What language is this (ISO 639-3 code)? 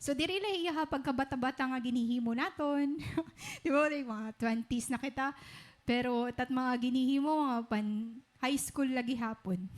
war